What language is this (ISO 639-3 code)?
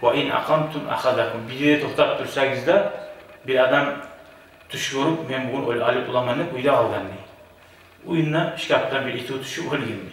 kum